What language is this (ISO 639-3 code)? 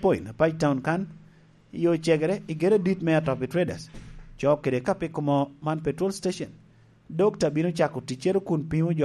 laj